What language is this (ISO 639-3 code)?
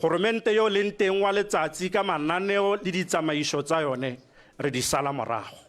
tsn